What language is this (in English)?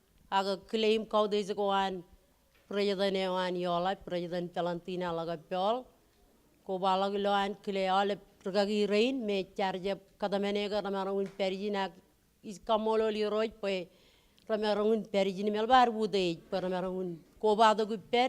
Marshallese